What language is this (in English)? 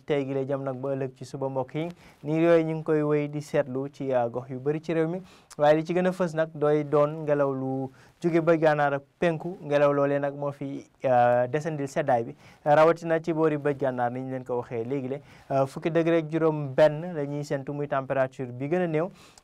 Wolof